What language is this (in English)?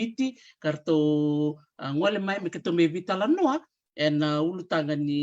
Fijian